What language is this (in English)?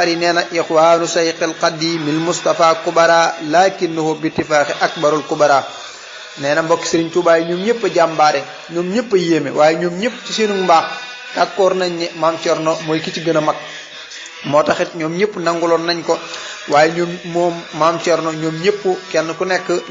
Wolof